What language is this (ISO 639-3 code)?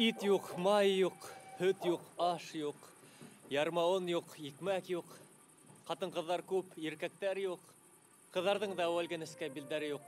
bak